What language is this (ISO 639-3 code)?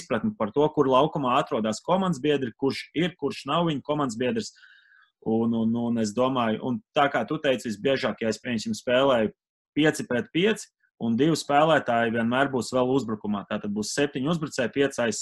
lav